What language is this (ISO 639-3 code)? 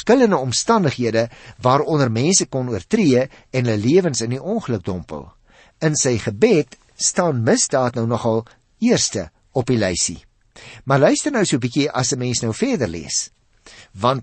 afr